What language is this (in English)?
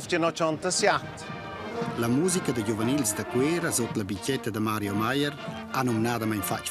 Romansh